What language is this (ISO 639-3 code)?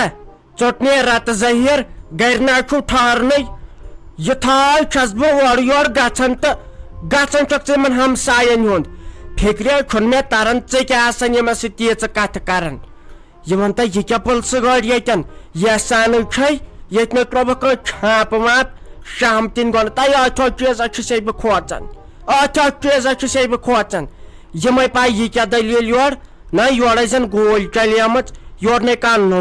kas